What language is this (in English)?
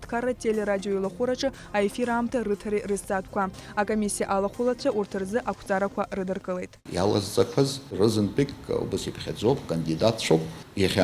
Abkhazian